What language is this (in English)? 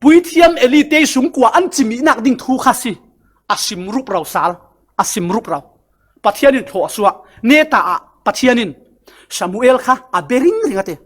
Falam Chin